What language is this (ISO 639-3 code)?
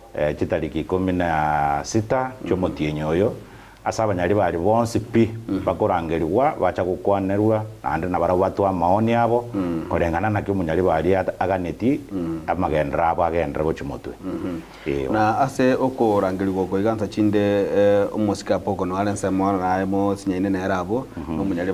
guz